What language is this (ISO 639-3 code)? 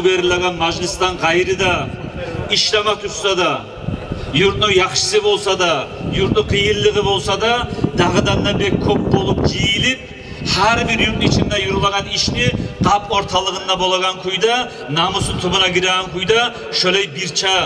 kum